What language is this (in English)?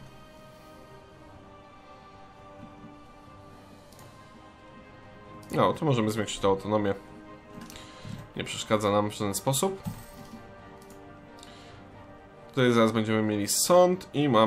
Polish